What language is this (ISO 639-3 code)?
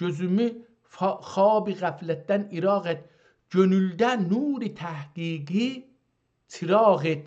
azb